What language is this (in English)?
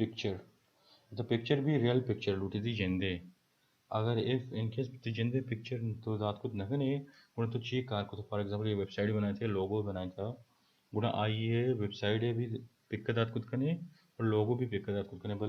Baluchi